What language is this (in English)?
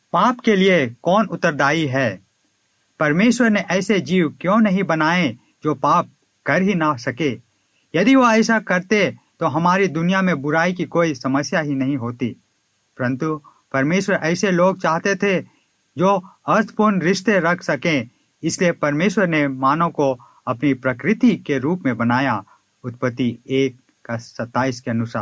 Hindi